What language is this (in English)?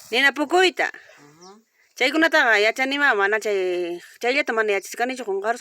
Ayacucho Quechua